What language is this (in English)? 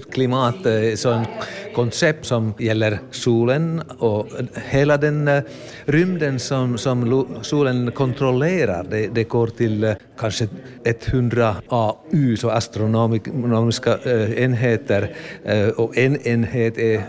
Swedish